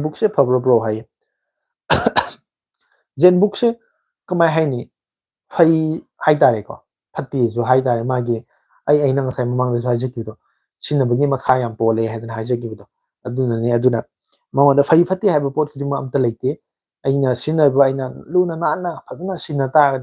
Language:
Manipuri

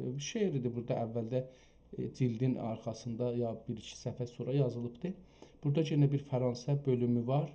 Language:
South Azerbaijani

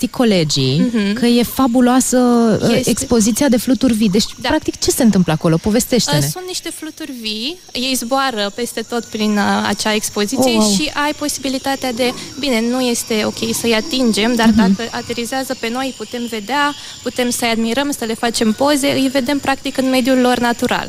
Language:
Romanian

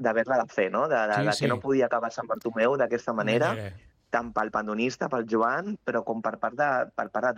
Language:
Catalan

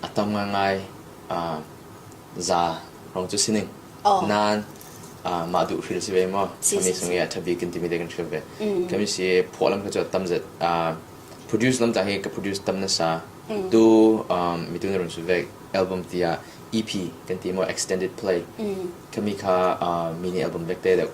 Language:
Falam Chin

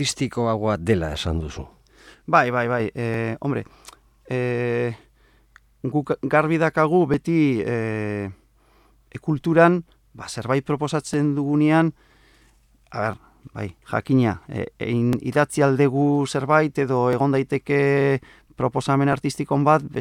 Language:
Basque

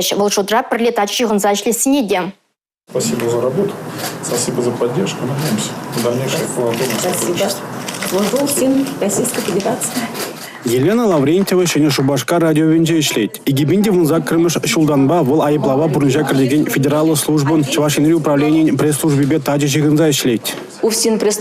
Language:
Chuvash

